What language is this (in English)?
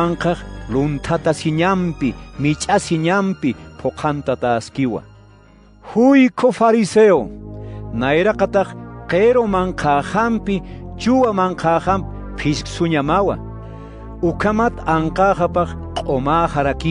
Aymara